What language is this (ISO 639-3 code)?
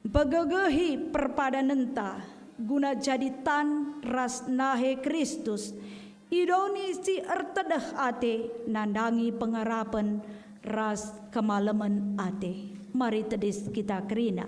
btx